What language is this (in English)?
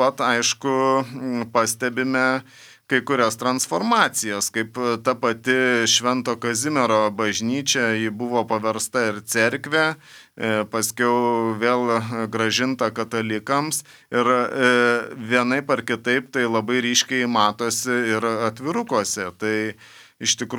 Lithuanian